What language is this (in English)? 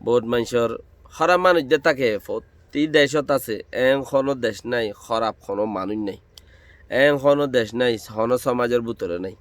Rohingya